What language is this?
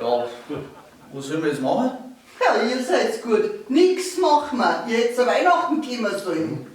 Bavarian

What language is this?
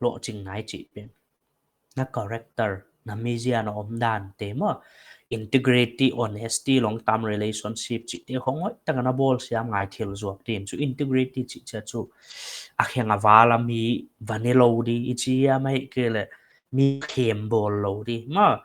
Paite Chin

